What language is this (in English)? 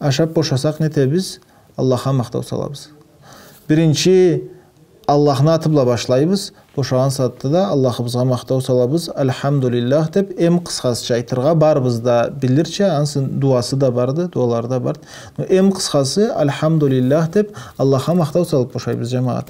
Karachay-Balkar